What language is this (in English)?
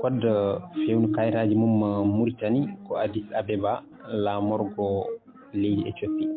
Fula